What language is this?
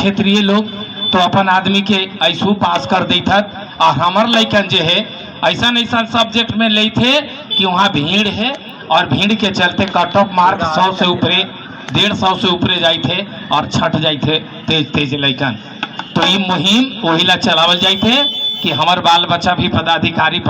Magahi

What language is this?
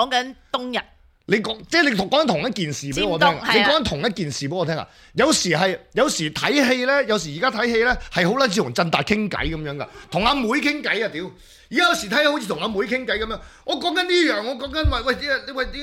Cantonese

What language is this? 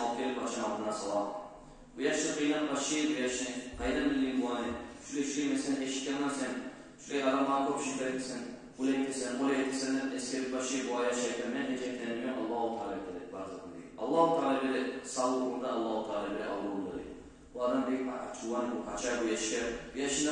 Kumyk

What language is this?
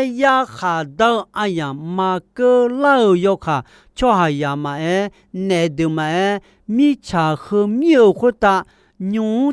Akha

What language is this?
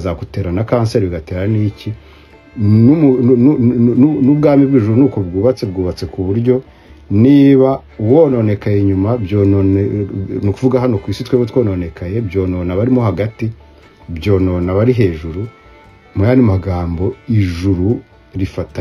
Kinyarwanda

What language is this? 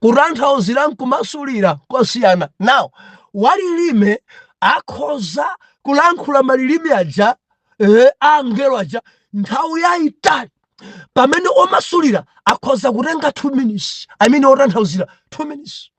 Nyanja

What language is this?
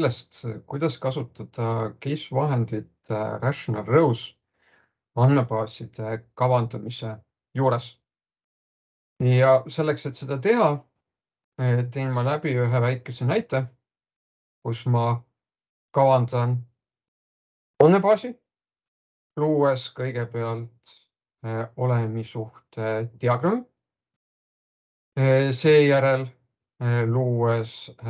Estonian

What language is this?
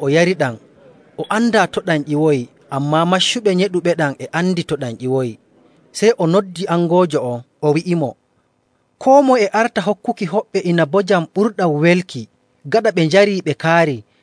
Nigerian Fulfulde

